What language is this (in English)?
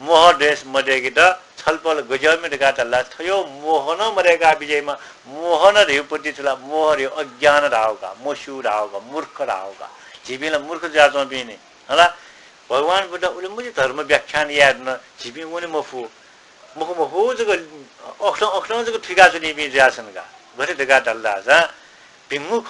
Newari